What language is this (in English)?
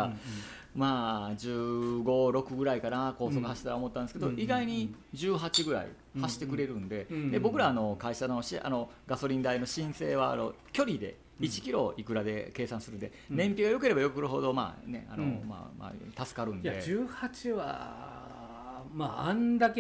Japanese